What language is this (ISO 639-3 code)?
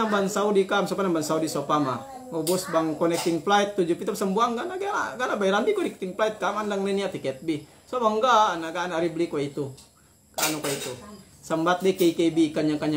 yka